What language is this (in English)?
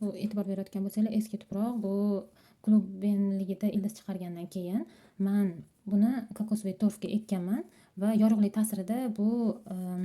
Uzbek